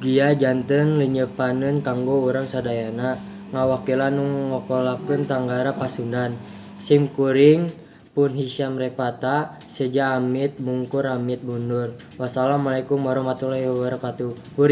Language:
Sundanese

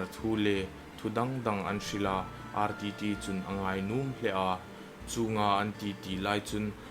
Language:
Hmar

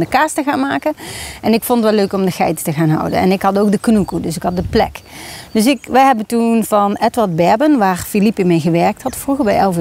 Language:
Dutch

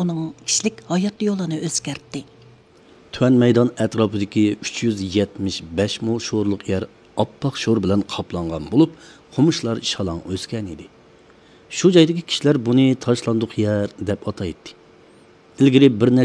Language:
Uyghur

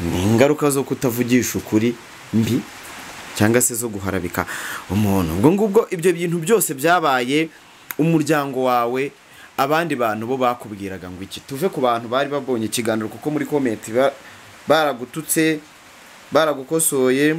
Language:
Kinyarwanda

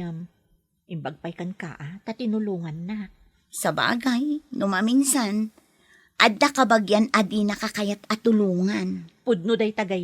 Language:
Iloko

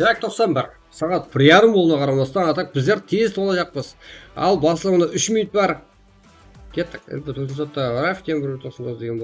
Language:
Kara-Kalpak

